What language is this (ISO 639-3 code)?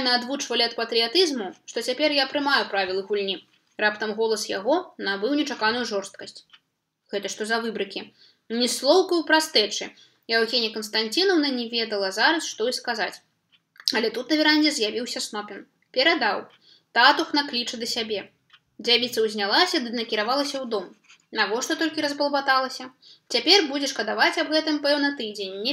bel